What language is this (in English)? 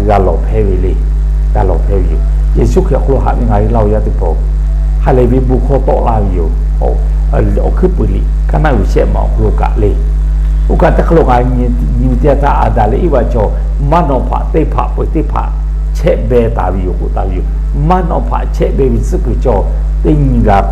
Lahu